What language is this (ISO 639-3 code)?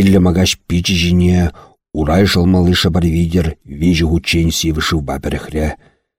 chv